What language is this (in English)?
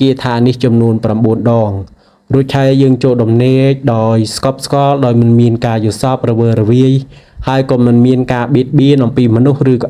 Khmer